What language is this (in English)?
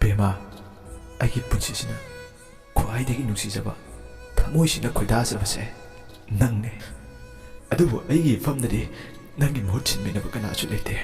Manipuri